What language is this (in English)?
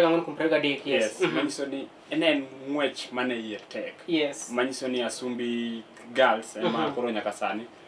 Luo (Kenya and Tanzania)